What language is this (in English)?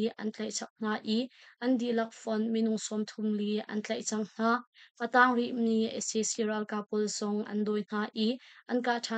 Hakha Chin